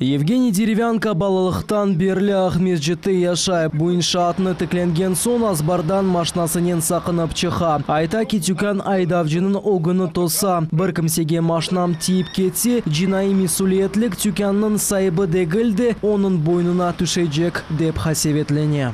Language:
Crimean Tatar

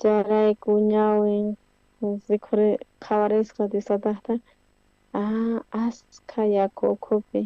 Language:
South Bolivian Quechua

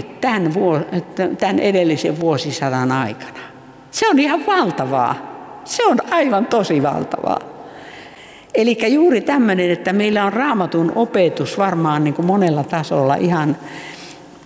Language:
Finnish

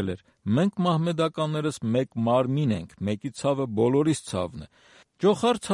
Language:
Armenian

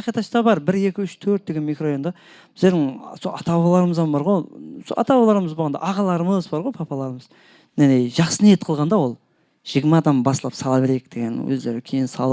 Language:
Kara-Kalpak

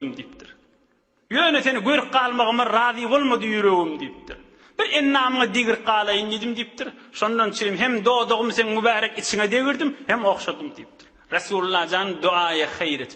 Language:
Turkmen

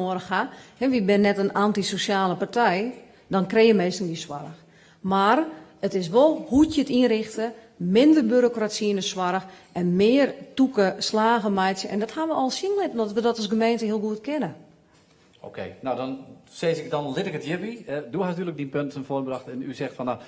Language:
Western Frisian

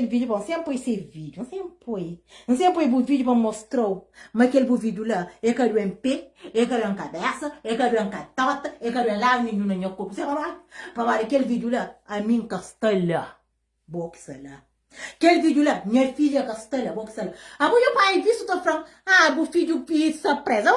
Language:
Kabuverdianu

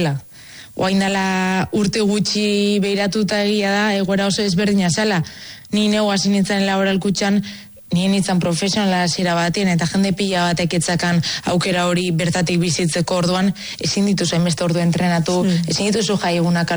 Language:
Basque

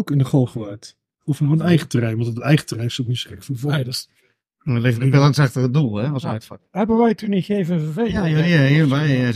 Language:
Dutch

